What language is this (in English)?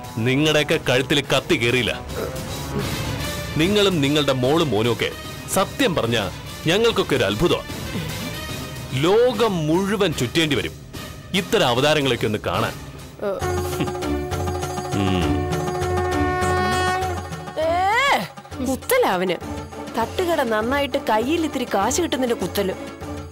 Malayalam